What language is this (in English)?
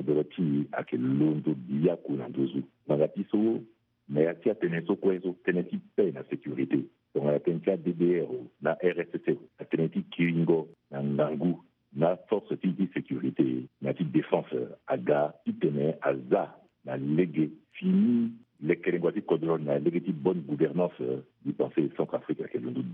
Sango